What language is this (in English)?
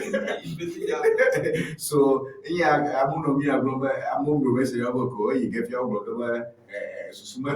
Ewe